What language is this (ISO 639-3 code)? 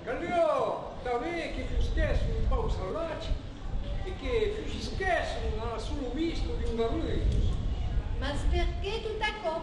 oci